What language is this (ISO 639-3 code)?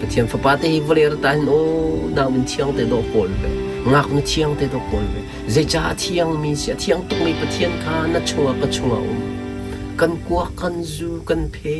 cnh